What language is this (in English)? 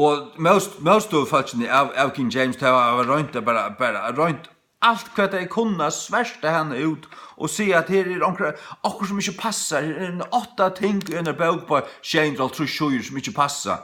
Faroese